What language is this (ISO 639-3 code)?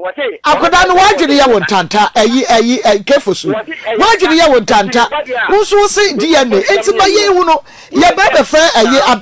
aka